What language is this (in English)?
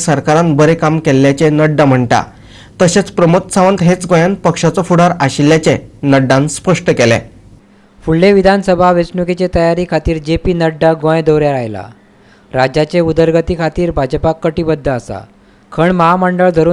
Konkani